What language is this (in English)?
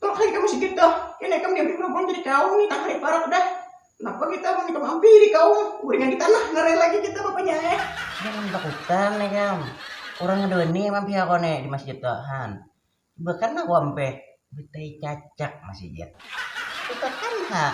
Banjar